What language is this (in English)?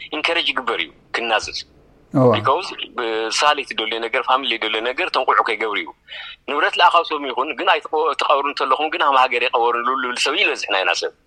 Tigrinya